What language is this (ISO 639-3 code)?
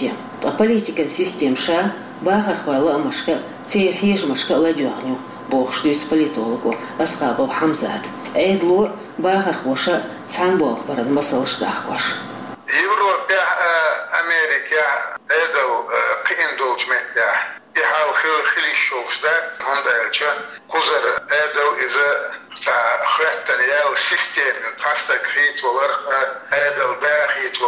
che